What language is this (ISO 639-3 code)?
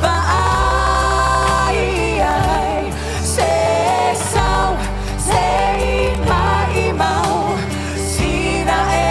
smo